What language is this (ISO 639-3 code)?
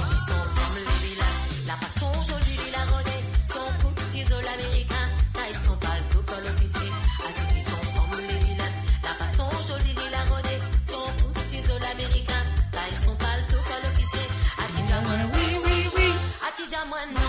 mfe